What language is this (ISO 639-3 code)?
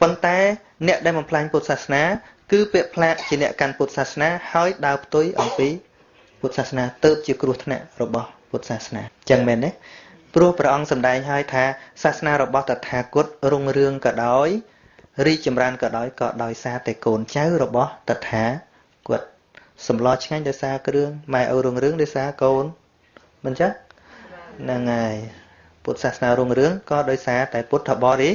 khm